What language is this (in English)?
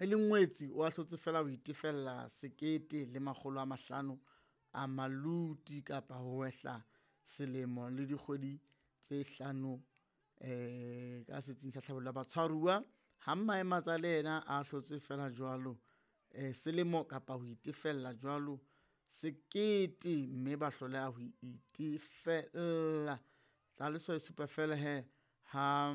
Southern Sotho